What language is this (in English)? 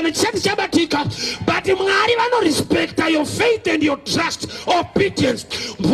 Shona